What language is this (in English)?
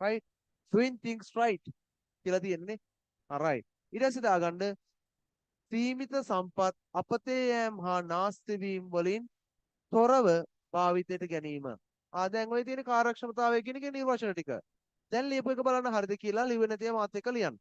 Sinhala